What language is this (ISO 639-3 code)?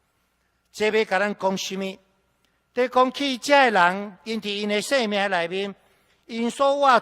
nan